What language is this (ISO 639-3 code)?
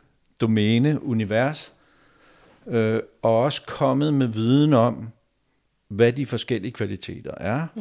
dan